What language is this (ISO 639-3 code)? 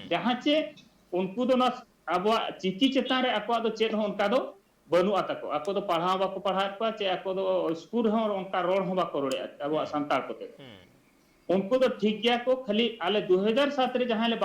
sat